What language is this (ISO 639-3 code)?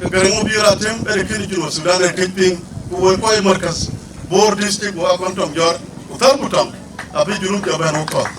din